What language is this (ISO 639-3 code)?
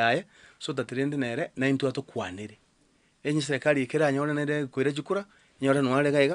guz